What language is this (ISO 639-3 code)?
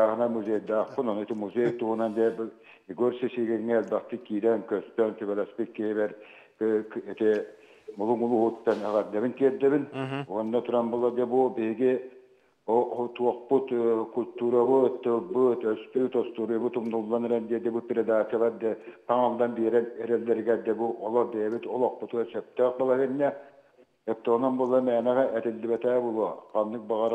sah